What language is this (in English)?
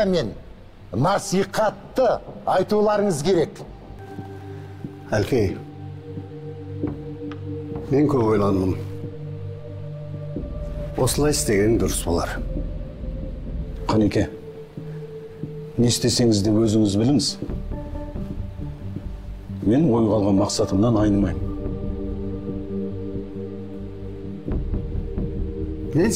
Kazakh